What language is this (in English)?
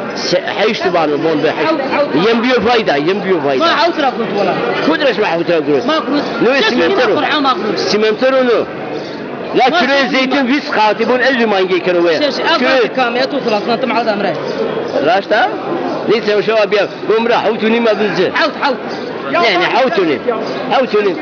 Zaza